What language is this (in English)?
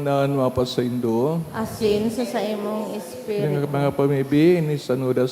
Bikol